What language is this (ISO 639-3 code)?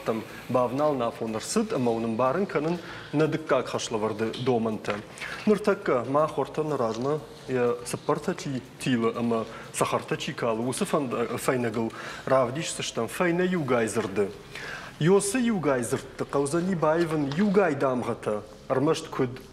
oss